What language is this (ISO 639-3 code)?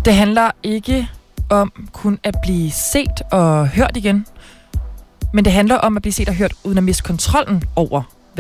dan